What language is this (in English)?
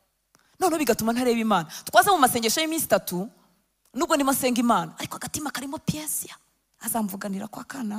Kinyarwanda